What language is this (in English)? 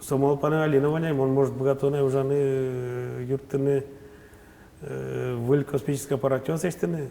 Udmurt